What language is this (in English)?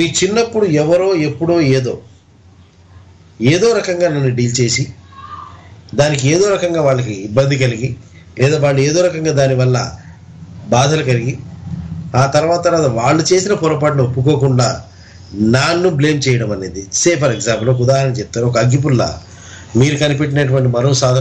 Telugu